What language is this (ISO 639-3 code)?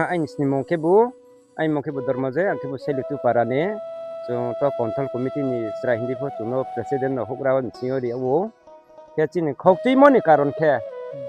ria